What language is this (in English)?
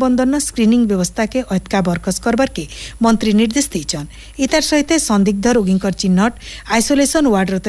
Odia